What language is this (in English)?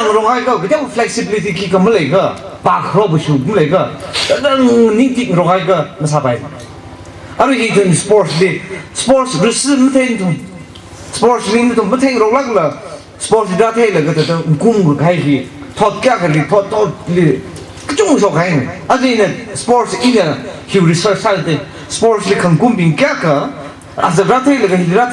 Tangkhul Naga (India)